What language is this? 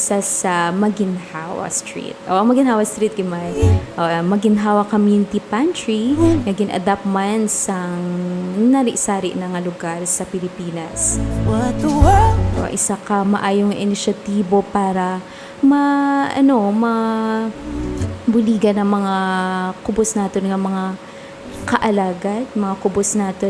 Hiligaynon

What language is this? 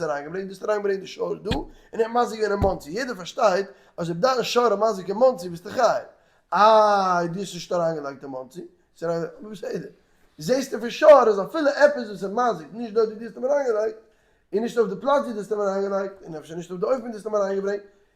Yiddish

